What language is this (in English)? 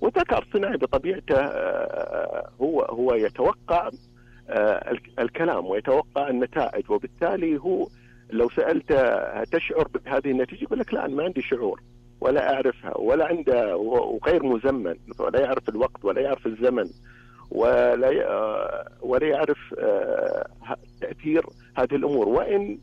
Najdi Arabic